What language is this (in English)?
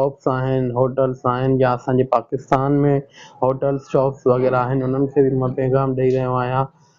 Sindhi